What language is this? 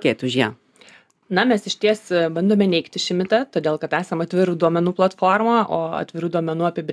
Lithuanian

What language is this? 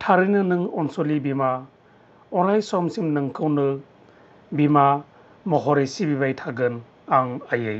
Bodo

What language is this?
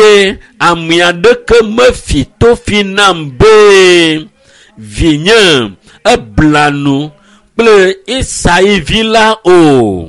Ewe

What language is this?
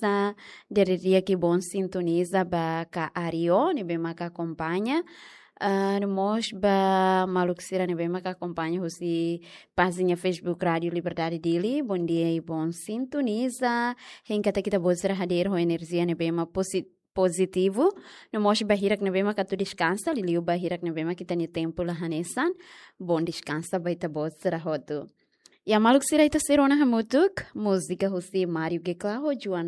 Tetum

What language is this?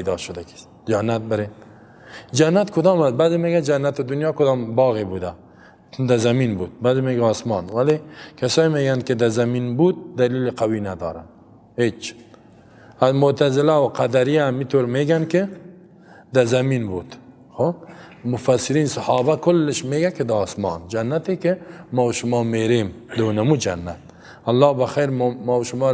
Persian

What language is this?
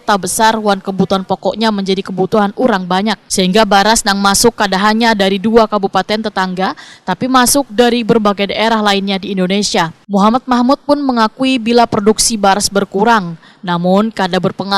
Banjar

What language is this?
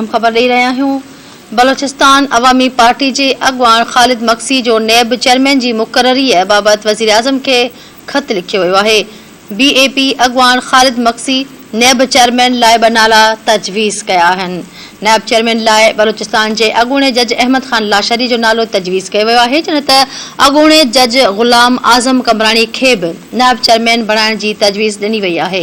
Sindhi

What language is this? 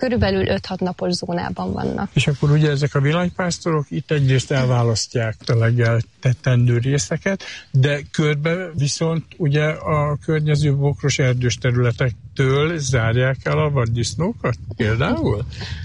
Hungarian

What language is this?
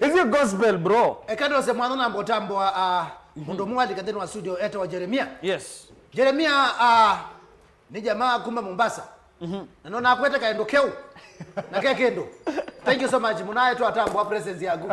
Kamba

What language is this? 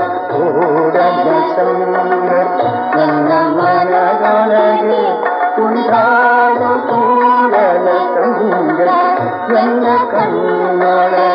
Kannada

